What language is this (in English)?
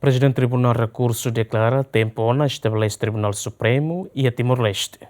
Tetum